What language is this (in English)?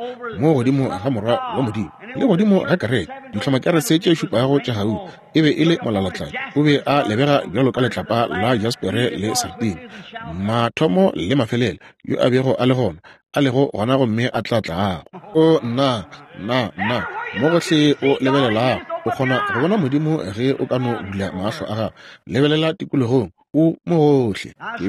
Northern Sotho